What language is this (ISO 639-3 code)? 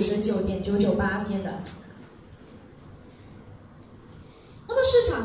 zho